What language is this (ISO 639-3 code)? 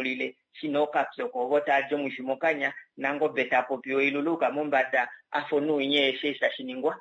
kua